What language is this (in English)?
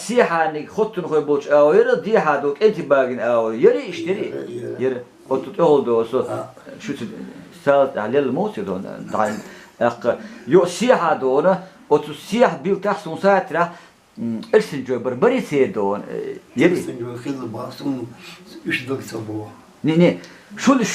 Chechen